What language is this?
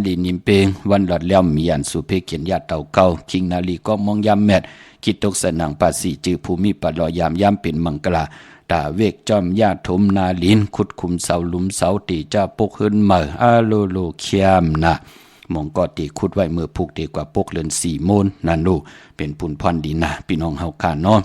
Shan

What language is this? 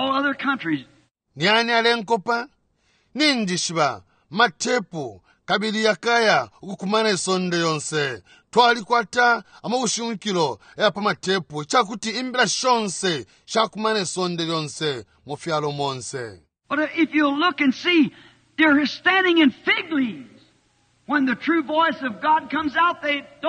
Bemba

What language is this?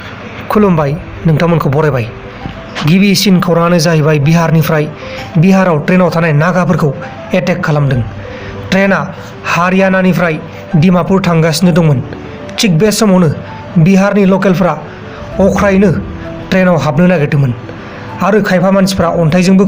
Bodo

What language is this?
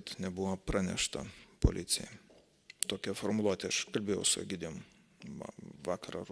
Lithuanian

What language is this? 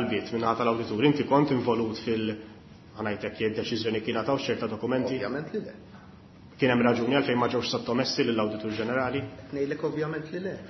Maltese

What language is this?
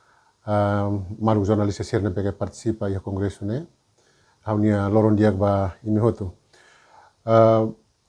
Tetum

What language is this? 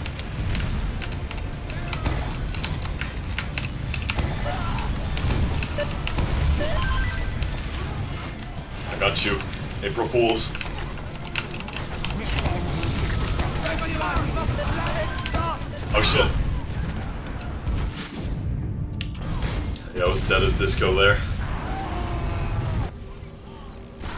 English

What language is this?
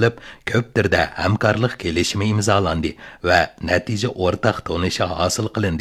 Uyghur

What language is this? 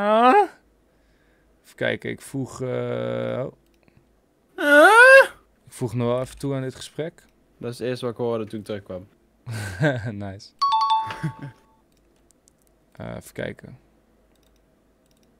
Dutch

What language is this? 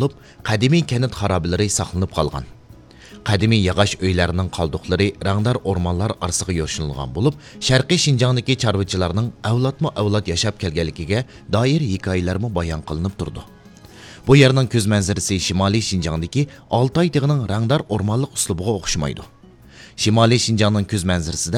Uyghur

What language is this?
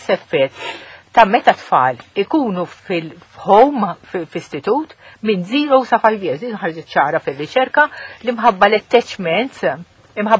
Maltese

